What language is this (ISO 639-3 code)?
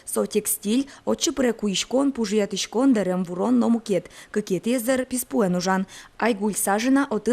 udm